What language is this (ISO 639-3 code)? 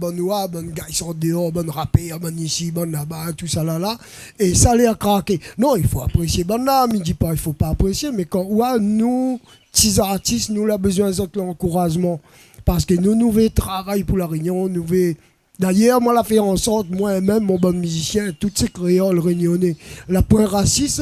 rcf